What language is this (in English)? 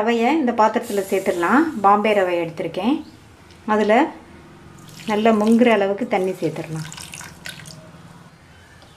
Tamil